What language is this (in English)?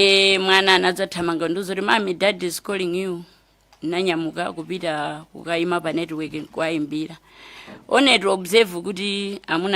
Nyanja